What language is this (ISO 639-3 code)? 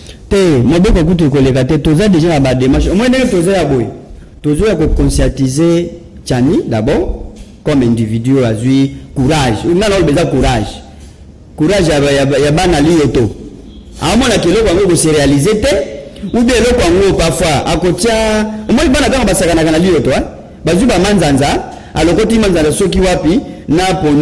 lin